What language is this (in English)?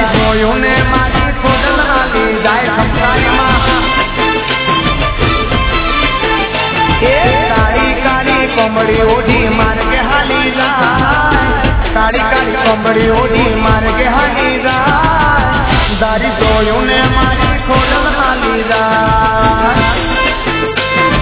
Gujarati